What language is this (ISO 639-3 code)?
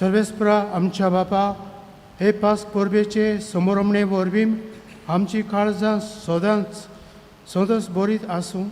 kok